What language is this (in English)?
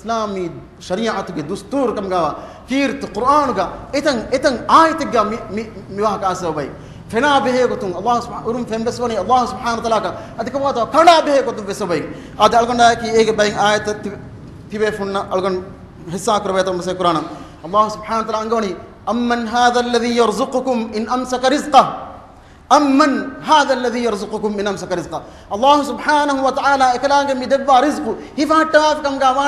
Divehi